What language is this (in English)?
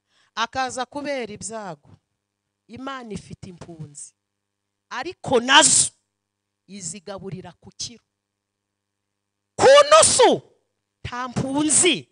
Kinyarwanda